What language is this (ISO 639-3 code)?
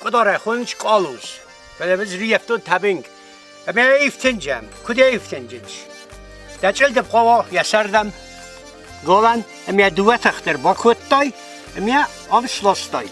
oss